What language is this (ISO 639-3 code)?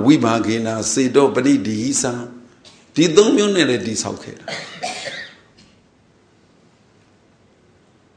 mya